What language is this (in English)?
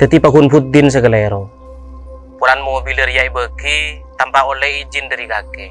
Madurese